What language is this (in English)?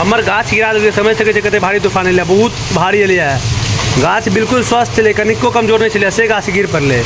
Maithili